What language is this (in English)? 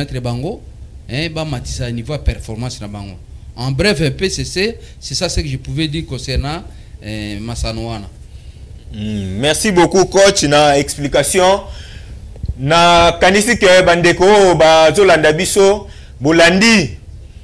Lingala